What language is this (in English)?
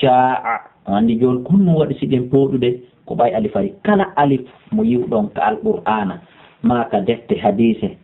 Fula